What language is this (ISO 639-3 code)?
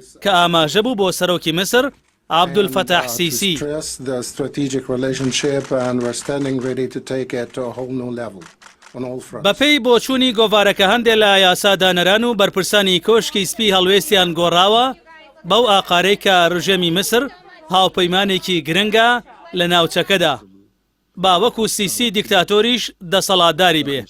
ckb